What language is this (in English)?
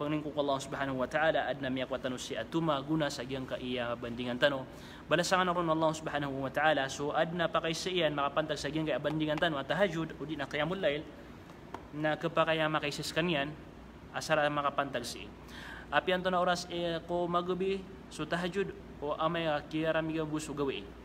Maranao